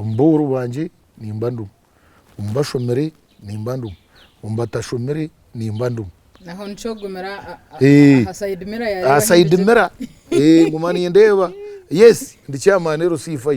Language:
Nyankole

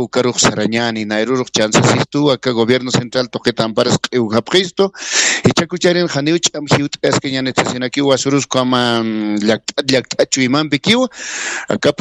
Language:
Aymara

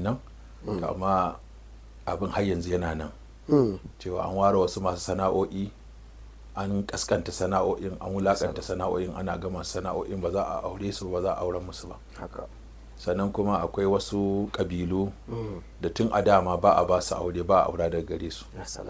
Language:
Hausa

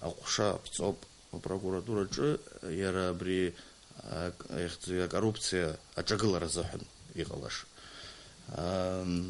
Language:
Abkhazian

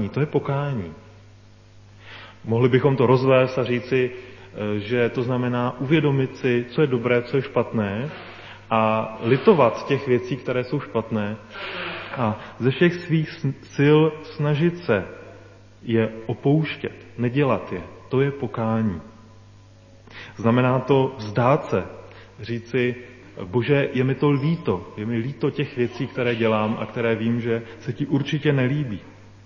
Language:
Czech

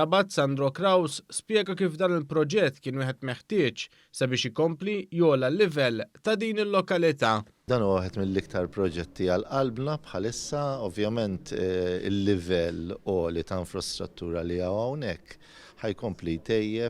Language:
Maltese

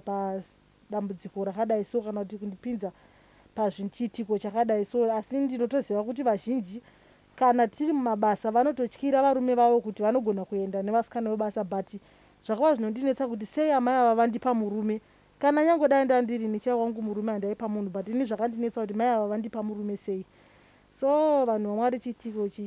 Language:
Shona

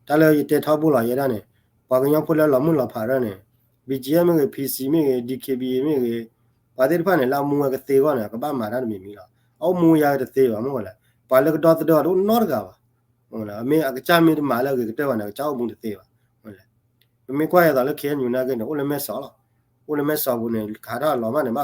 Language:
S'gaw Karen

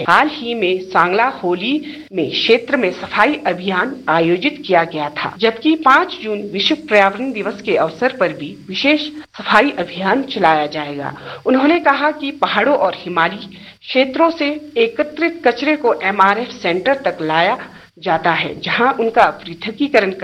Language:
Hindi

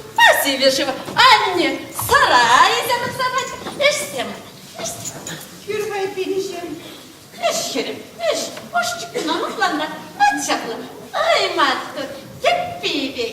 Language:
Chuvash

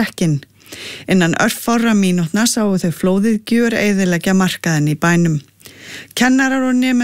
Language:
Icelandic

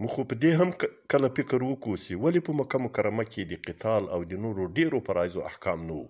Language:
Pashto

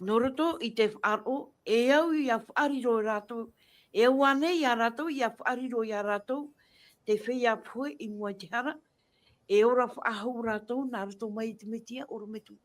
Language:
Tahitian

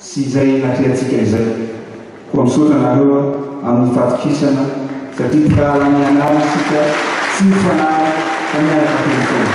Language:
Malagasy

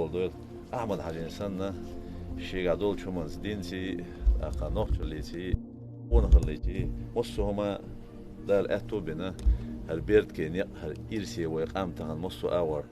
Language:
Chechen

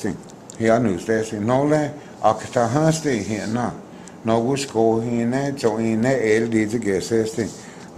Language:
Cherokee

